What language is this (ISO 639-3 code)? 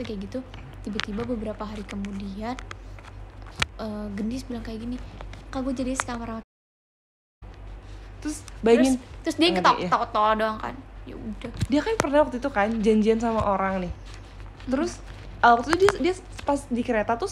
ind